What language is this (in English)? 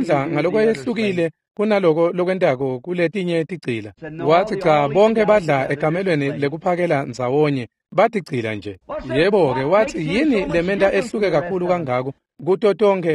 Swati